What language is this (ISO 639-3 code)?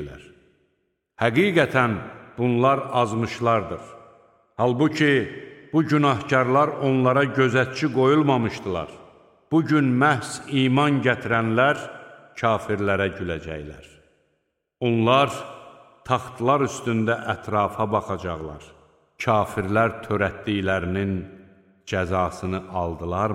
aze